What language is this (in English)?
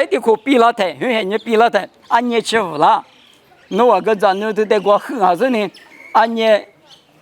Lisu